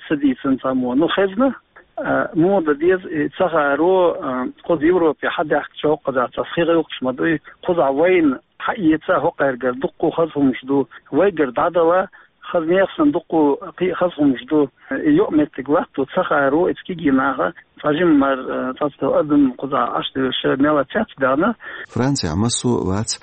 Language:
Chechen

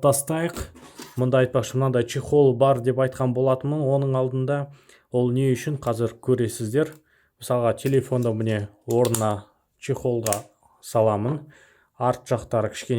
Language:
Kazakh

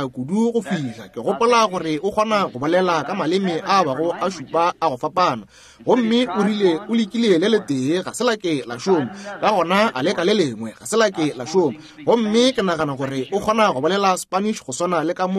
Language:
Northern Sotho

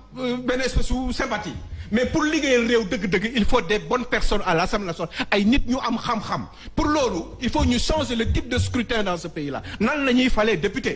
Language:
Wolof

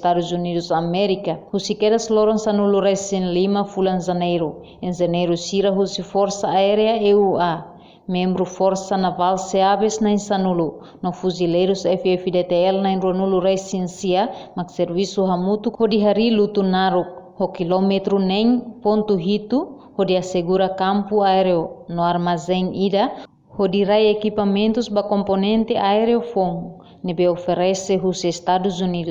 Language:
Tetum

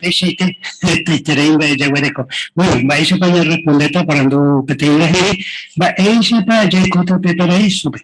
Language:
Guarani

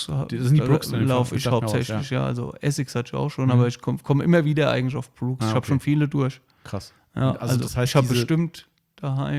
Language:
German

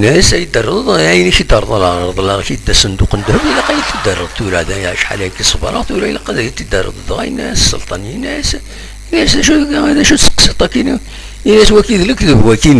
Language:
Kabyle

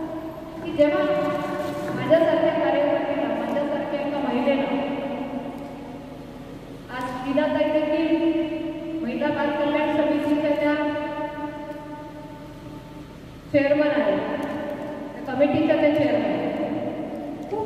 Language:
Marathi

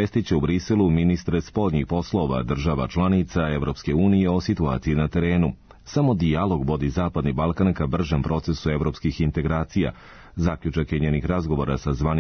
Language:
Serbian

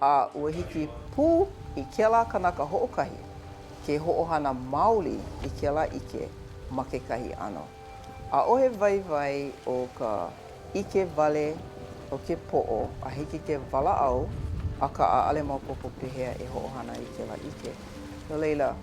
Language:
Hawaiian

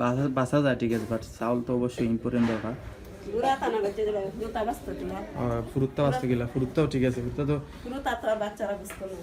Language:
Sylheti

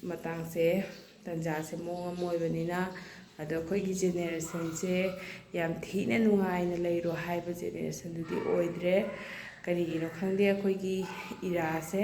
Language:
Manipuri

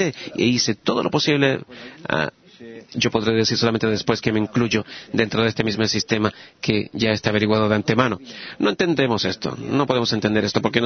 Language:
Spanish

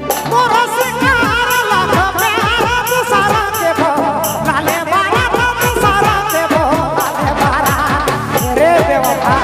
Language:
Sadri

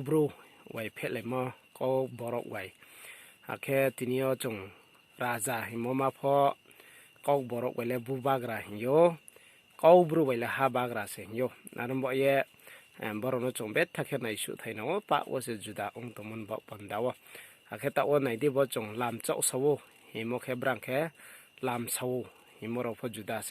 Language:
Riang (India)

